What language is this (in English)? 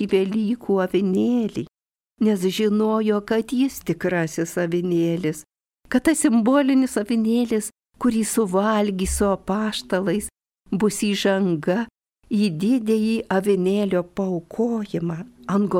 Lithuanian